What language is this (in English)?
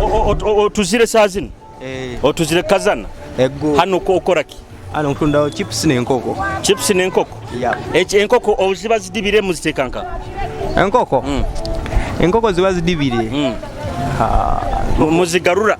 Nyoro